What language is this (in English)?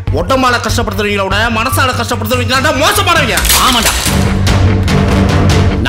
Tamil